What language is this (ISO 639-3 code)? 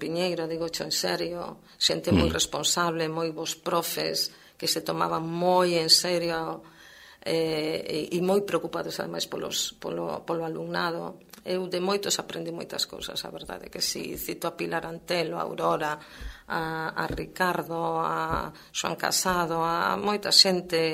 glg